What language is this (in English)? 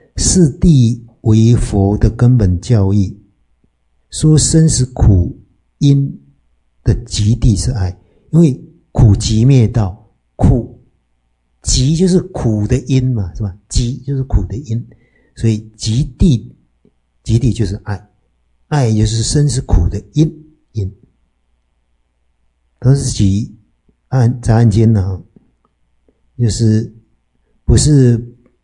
Chinese